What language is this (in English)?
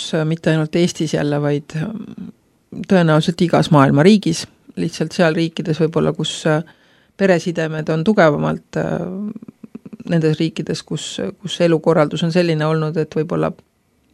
Estonian